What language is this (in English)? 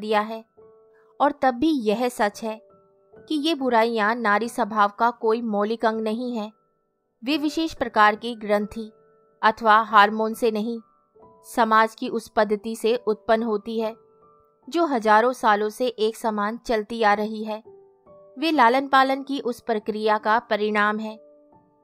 Hindi